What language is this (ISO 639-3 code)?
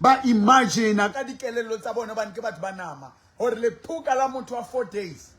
sot